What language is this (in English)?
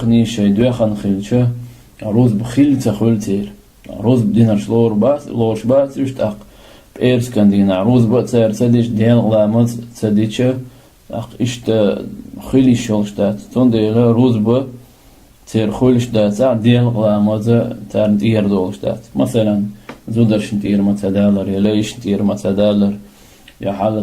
Chechen